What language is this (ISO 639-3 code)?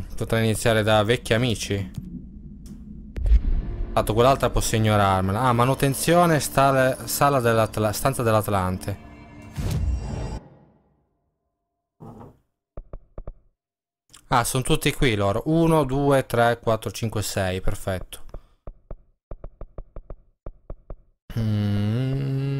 ita